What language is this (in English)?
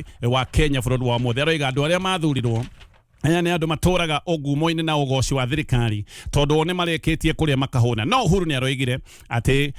Kikuyu